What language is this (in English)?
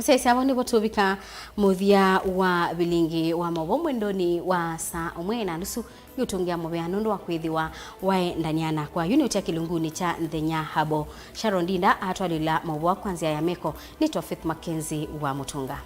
Kamba